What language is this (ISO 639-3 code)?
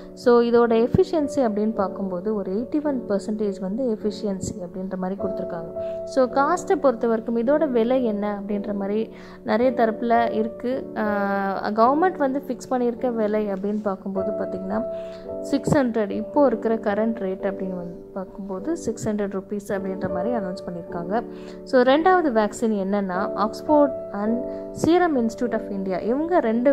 tam